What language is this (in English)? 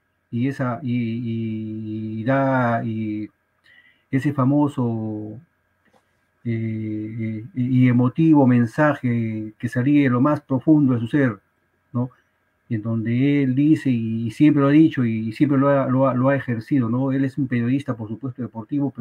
Spanish